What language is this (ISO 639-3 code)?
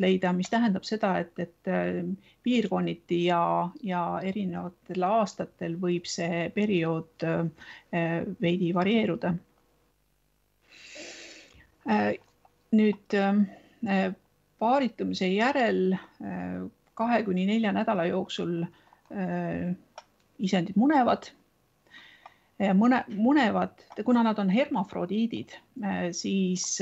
est